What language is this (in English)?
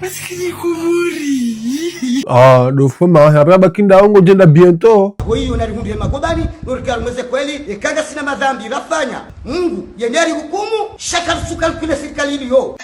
Ngazidja Comorian